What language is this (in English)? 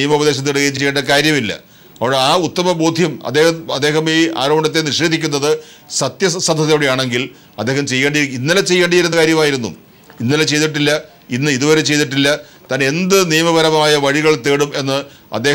Malayalam